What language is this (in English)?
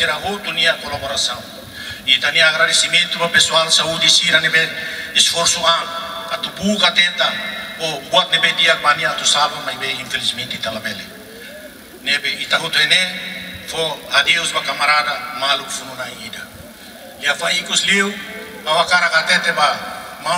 Tetum